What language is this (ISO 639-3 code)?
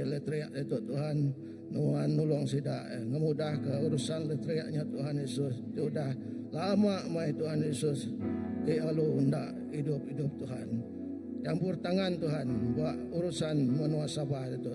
iba